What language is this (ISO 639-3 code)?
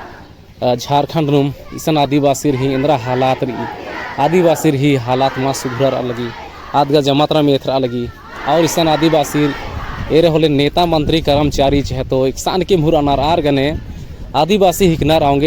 kru